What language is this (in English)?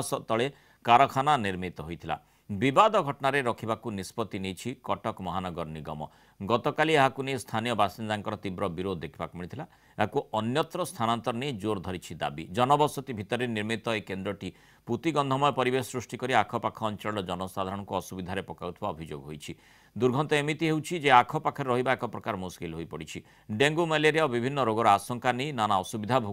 Odia